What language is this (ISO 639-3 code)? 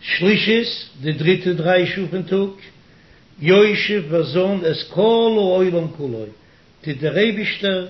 yid